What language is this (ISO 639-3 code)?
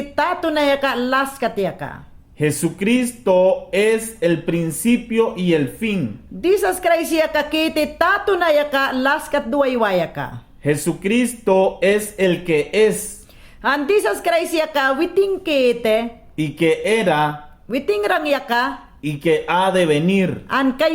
yan